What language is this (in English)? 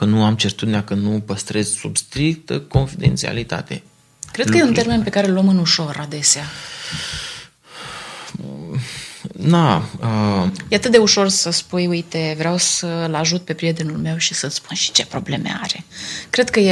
Romanian